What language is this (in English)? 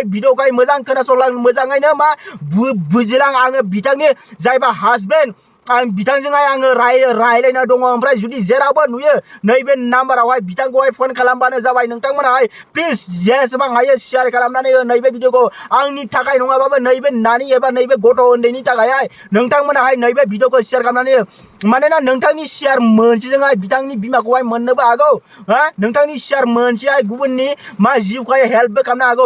Bodo